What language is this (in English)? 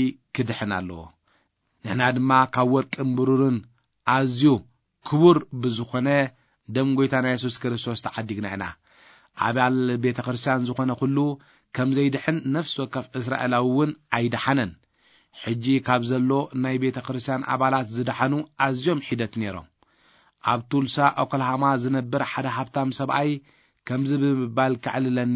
Tigrinya